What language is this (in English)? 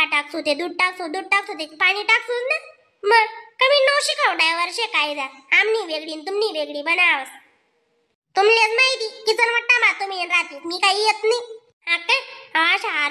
Khandesi